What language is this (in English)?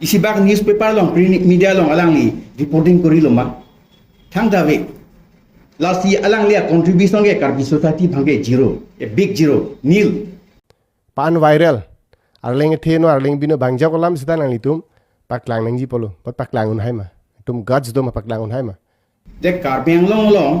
Karbi